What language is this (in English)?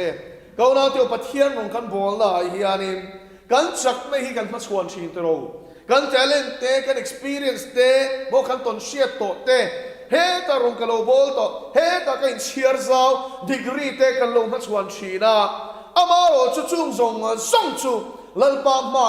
Mizo